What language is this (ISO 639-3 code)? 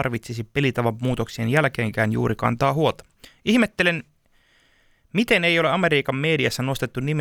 fin